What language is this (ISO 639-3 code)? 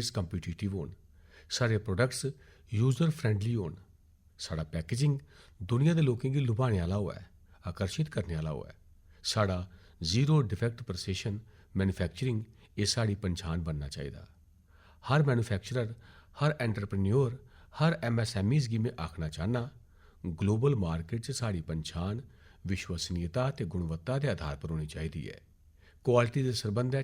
doi